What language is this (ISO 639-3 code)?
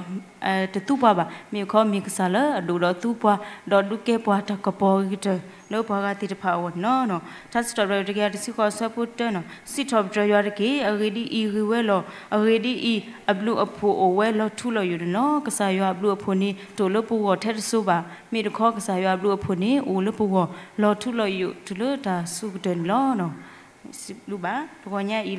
ksw